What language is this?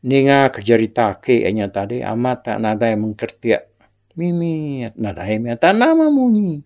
Iban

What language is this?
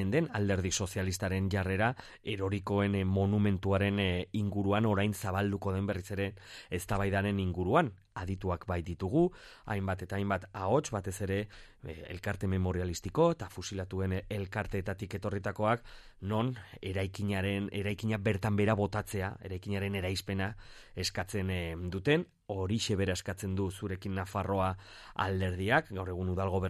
Basque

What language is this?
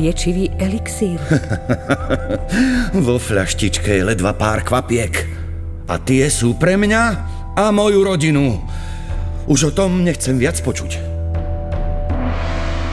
Slovak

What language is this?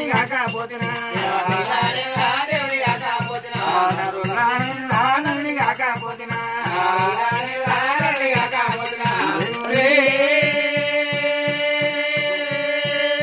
Telugu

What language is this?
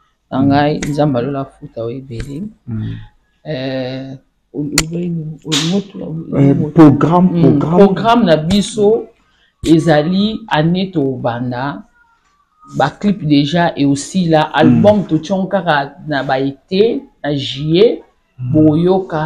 Lingala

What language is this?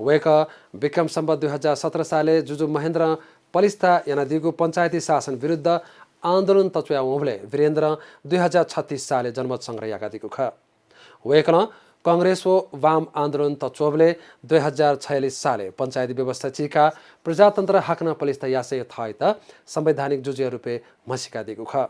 Newari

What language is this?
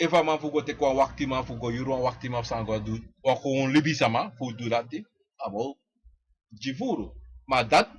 Sranan Tongo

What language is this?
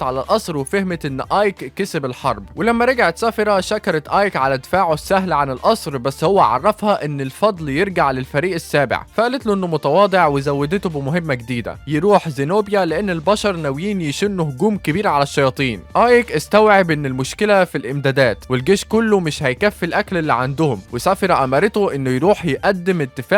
Egyptian Arabic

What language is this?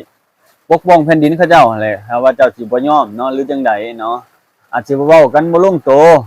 Lao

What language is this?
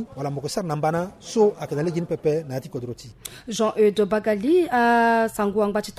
Sango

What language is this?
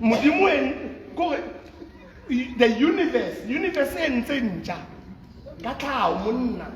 Southern Sotho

